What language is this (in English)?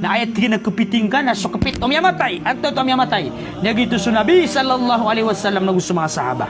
Maranao